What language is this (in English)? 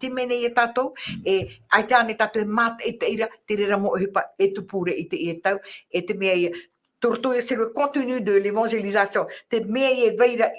Tahitian